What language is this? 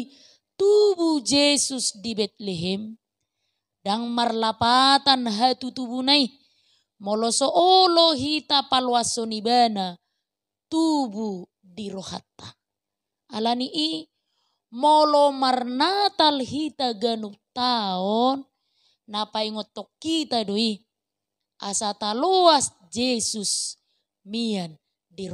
Batak Toba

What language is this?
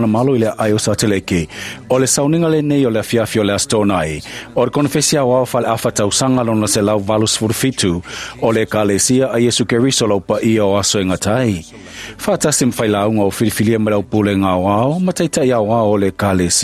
Samoan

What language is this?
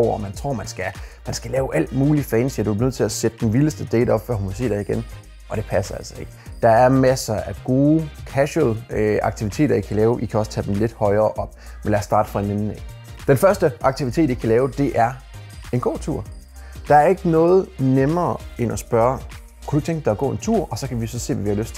Danish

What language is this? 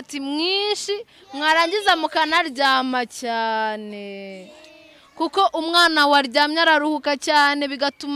Kinyarwanda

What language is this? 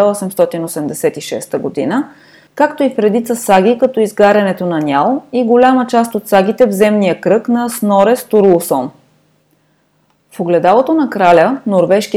Bulgarian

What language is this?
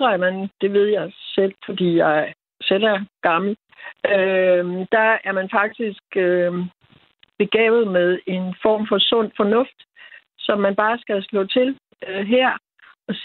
Danish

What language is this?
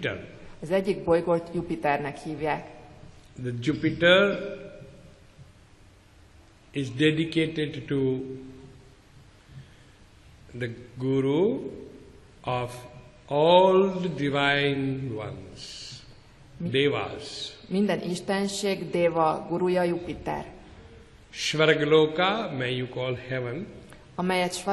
Hungarian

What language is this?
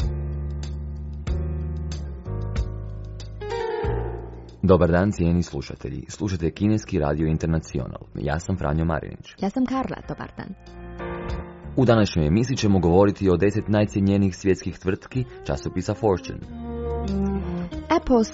Croatian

